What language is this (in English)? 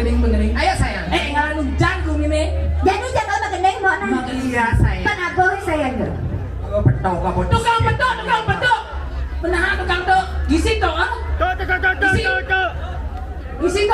Balinese